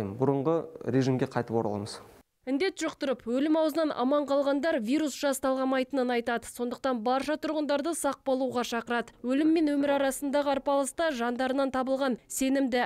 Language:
Kazakh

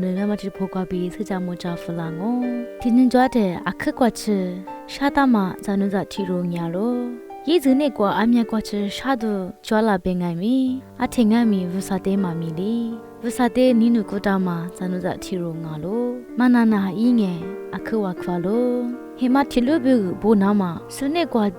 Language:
Lisu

